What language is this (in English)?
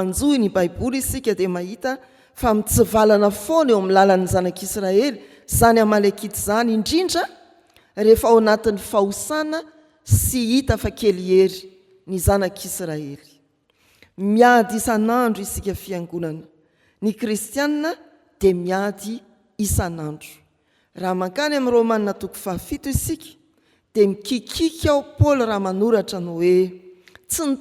Malagasy